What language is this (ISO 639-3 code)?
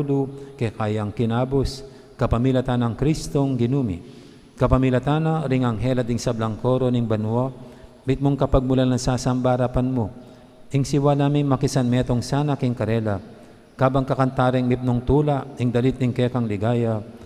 pam